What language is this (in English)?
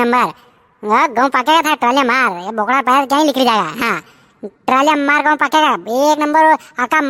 Rajasthani